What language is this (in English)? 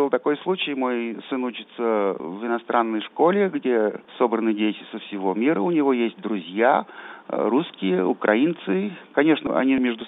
Russian